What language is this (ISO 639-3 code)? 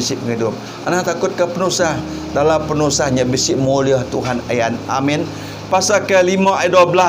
iba